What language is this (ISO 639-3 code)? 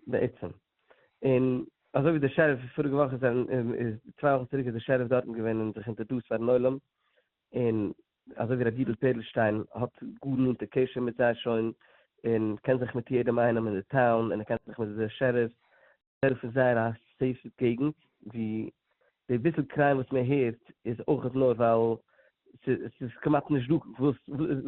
yid